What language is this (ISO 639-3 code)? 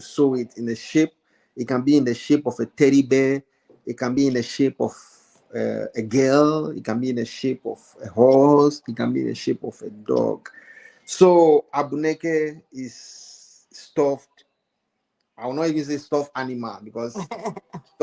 ewe